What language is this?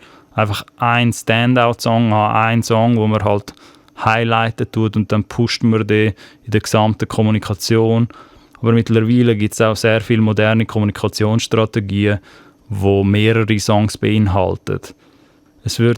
Swiss German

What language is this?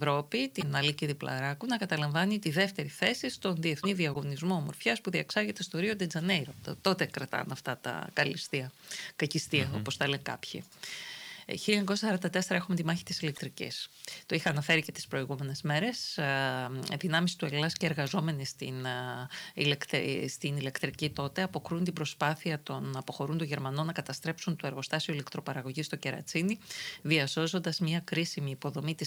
Greek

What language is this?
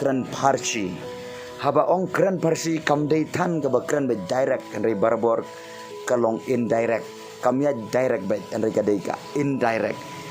Khasi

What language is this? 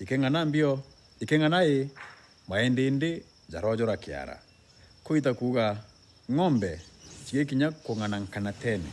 Meru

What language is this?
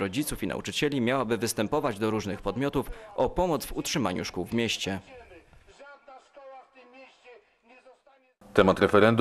Polish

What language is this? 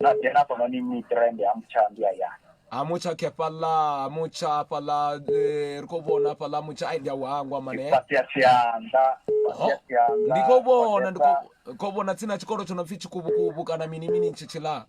Venda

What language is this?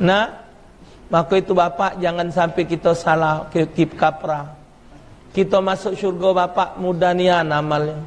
Musi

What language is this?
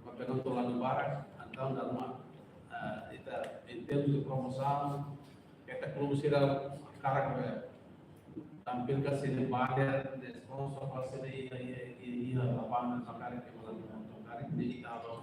Tetum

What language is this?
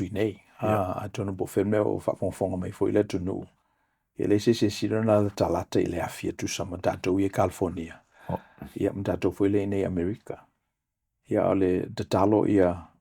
Samoan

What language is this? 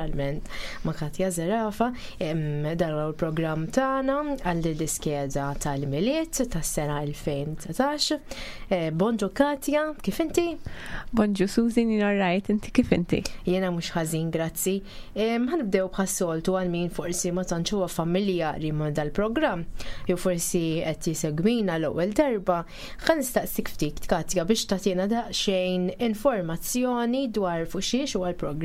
Maltese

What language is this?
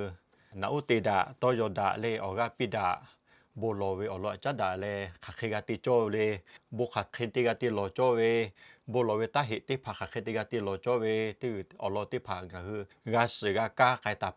Lahu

